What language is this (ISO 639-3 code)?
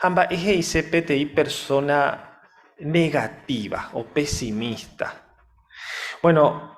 grn